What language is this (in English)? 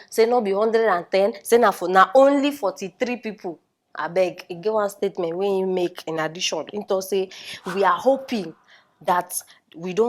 Nigerian Pidgin